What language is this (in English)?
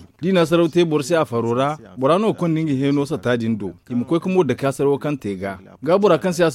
Zarma